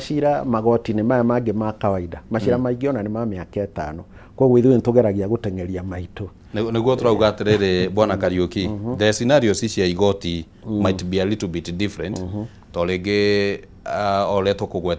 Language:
Kikuyu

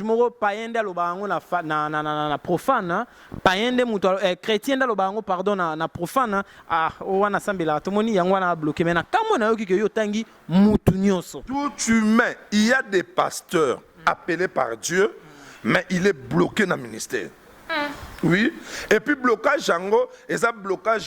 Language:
Lingala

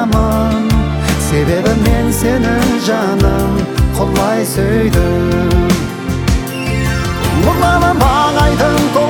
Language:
Kazakh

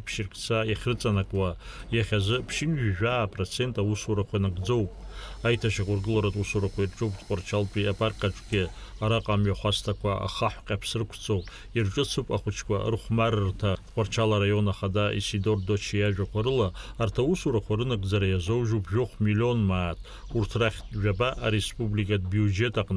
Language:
Abkhazian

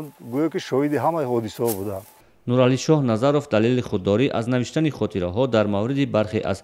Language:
Tajik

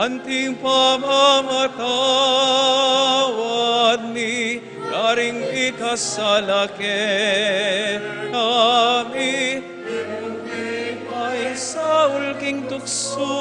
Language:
Pampanga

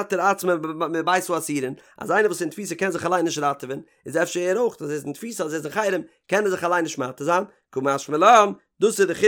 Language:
Yiddish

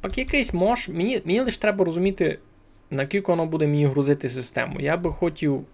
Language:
Rusyn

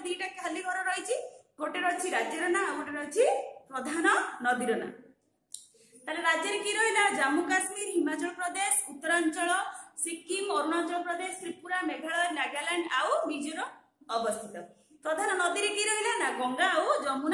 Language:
Odia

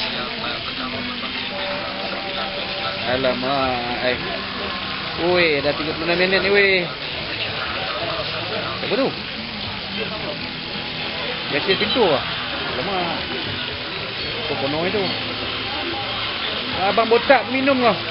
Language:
Malay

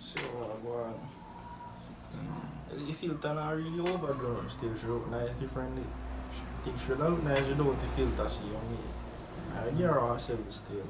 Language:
Jamaican Creole English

